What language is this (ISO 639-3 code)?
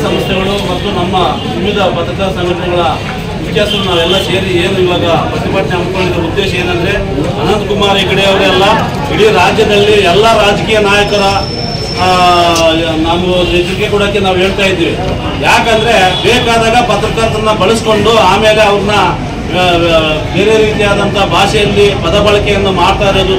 kan